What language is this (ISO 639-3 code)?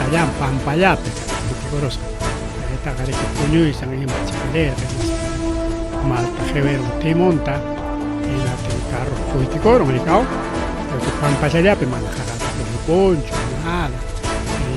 quy